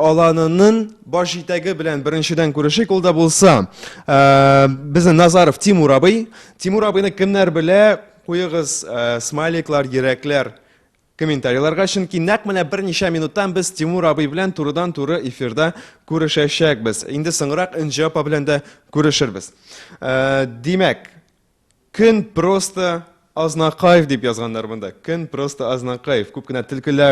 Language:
Tatar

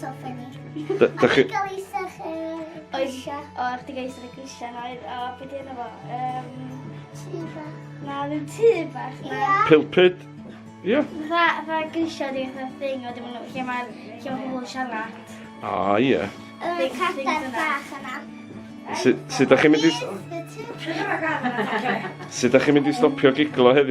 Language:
Welsh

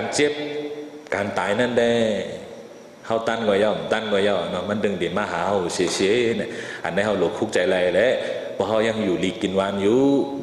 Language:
Shan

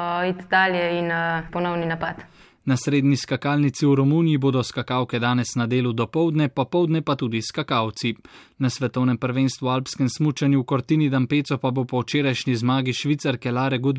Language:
Slovenian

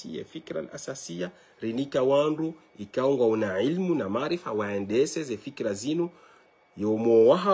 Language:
Ngazidja Comorian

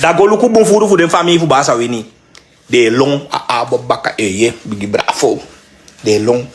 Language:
Sranan Tongo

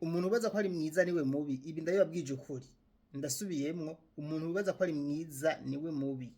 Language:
Rundi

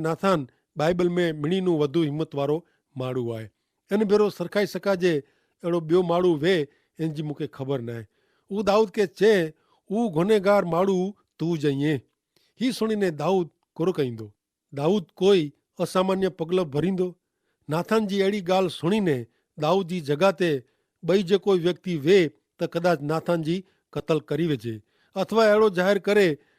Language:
Kachhi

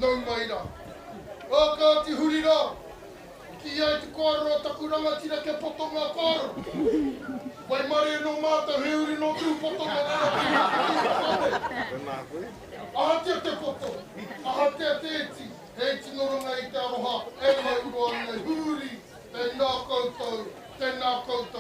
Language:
Māori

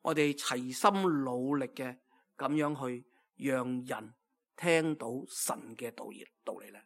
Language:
Cantonese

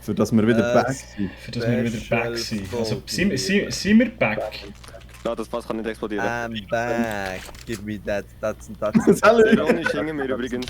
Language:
Swiss German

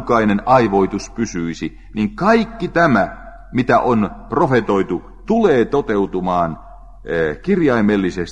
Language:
Finnish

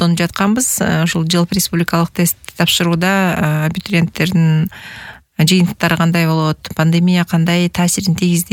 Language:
Kyrgyz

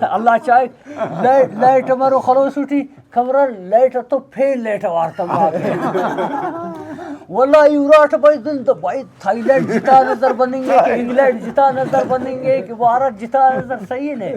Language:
Brahui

